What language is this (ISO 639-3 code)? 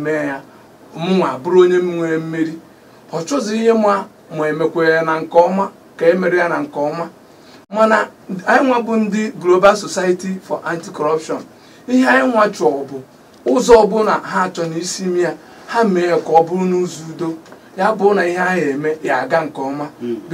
ibo